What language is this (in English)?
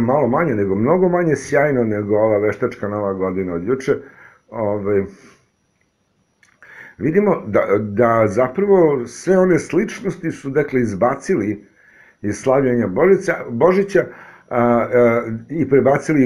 Serbian